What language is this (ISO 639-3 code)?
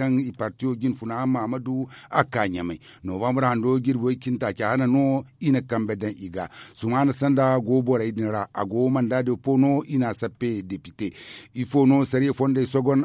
dje